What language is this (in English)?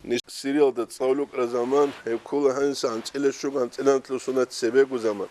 Avaric